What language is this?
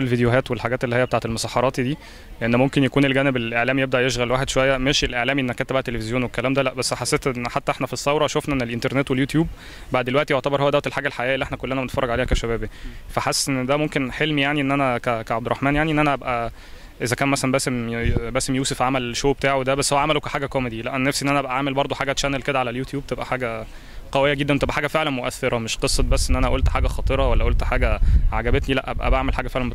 Egyptian Arabic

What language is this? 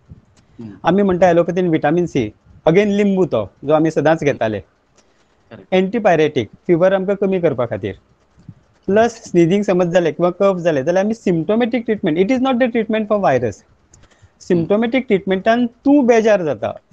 Konkani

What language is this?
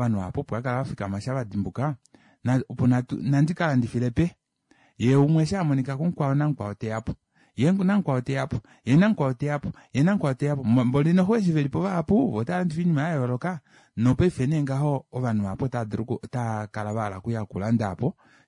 Kuanyama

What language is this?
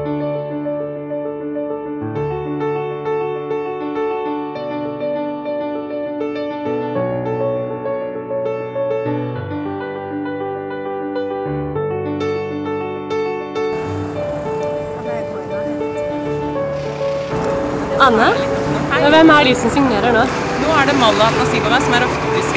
Norwegian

